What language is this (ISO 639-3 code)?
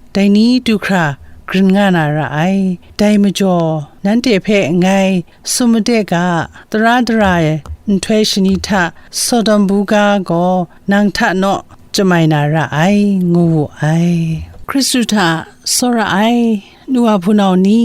kac